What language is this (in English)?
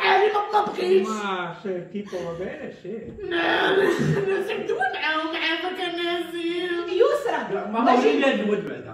Moroccan Arabic